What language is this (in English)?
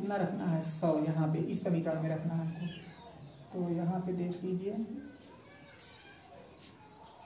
Hindi